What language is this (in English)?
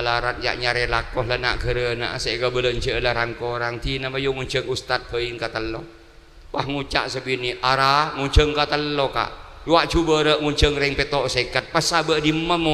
Madurese